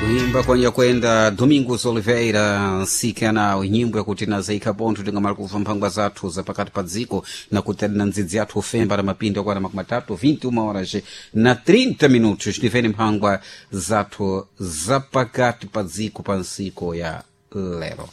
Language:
Sena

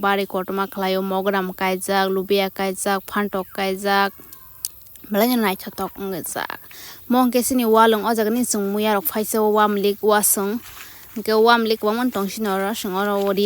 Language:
Kok Borok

